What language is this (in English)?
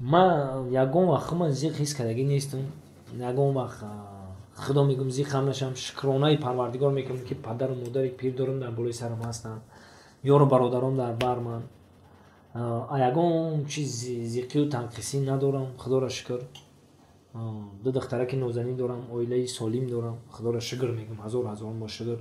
Tajik